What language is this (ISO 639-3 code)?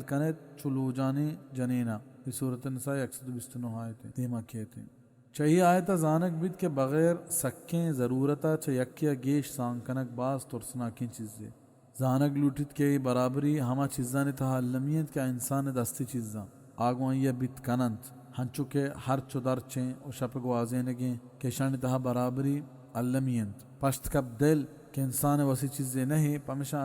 bal